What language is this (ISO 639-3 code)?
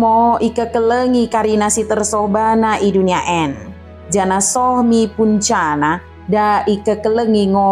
btd